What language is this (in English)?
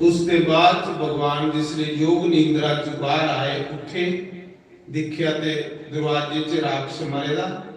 Dogri